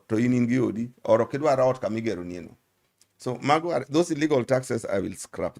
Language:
Luo (Kenya and Tanzania)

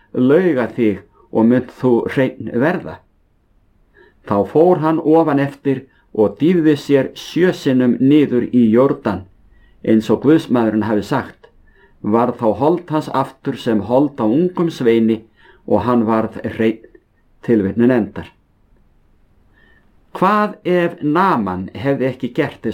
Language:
Icelandic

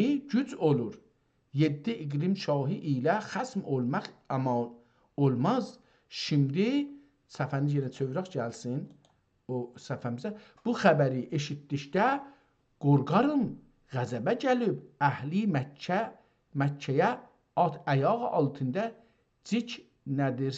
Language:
South Azerbaijani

